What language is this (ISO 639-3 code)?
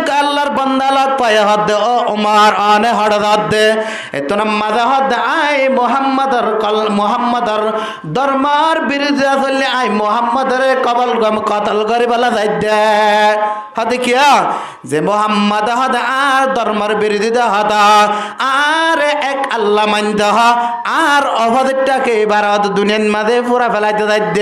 rhg